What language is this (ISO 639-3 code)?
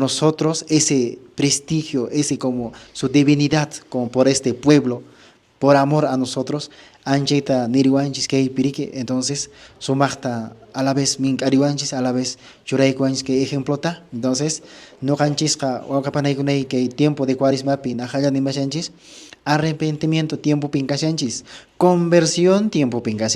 que